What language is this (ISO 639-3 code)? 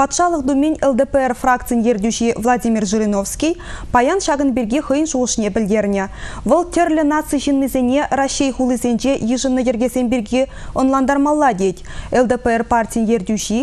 chv